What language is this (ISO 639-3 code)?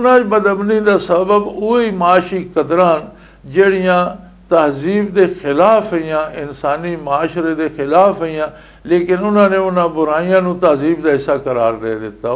lah